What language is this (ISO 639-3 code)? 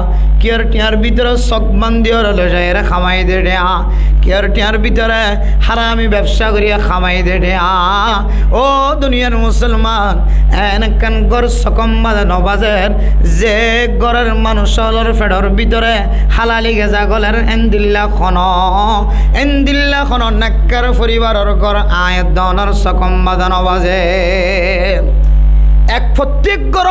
rhg